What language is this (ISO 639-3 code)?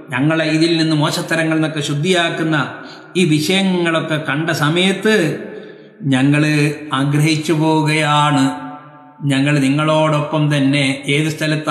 mal